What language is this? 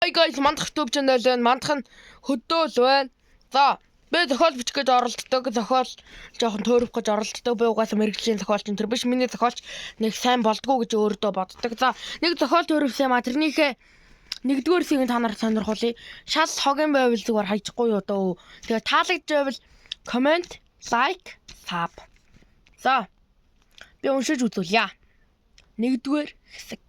Mongolian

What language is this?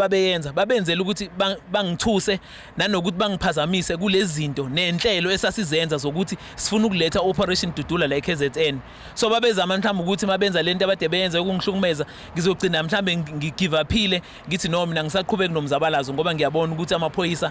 Zulu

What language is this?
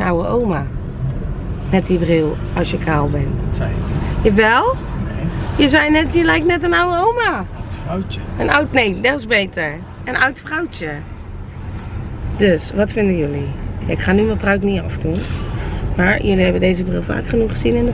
Dutch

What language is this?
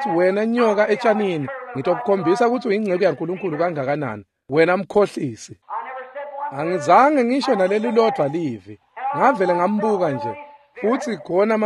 Swati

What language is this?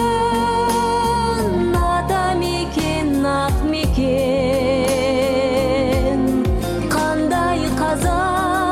Kazakh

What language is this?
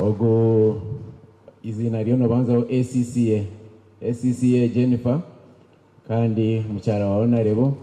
Nyankole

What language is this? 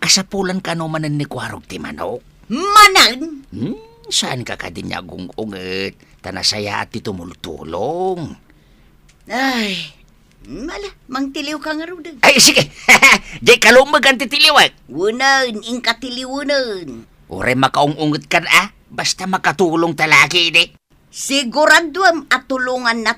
Iloko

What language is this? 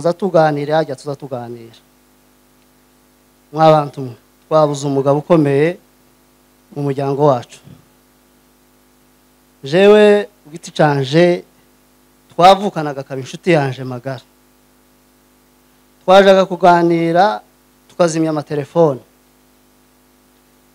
Kinyarwanda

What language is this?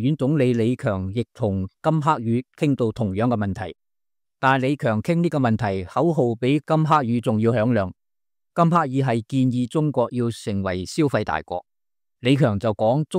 Cantonese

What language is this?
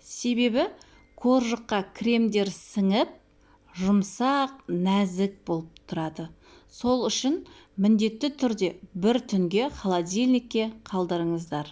Kazakh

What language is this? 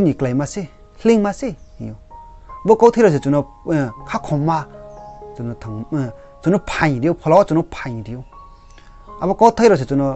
Riang (India)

